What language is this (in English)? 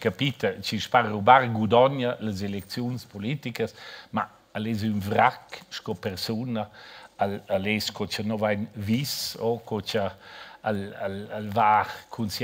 Romansh